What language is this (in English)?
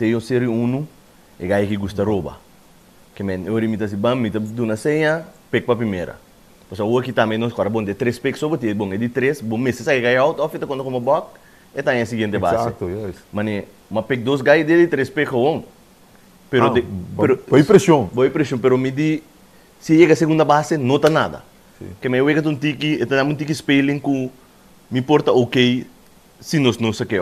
Papiamento